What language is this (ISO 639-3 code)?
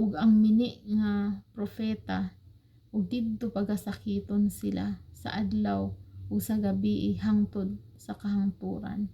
ceb